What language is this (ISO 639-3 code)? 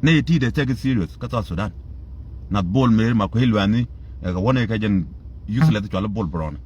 nus